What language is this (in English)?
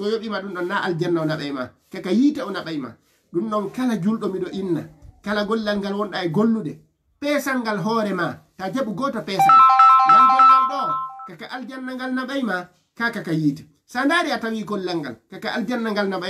Fula